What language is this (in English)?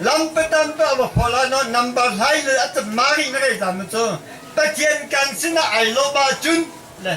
Hakha Chin